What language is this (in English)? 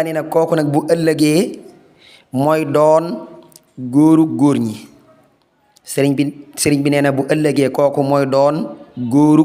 Wolof